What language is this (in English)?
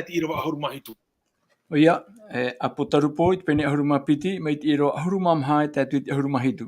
Tahitian